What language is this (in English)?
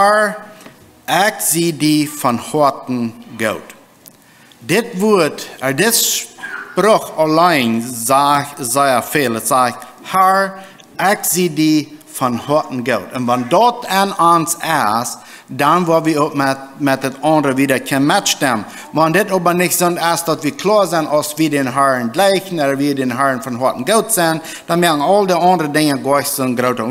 Plautdietsch